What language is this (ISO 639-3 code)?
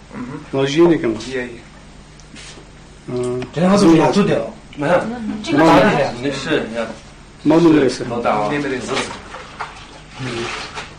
kaz